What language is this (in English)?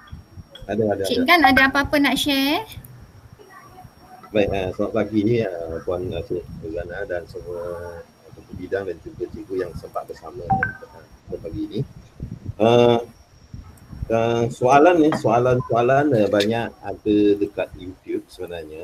Malay